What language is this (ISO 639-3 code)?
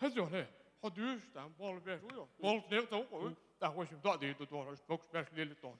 che